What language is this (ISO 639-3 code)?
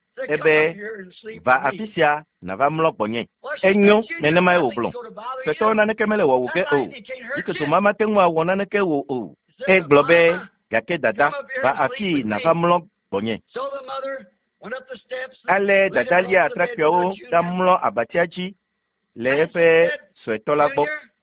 ewe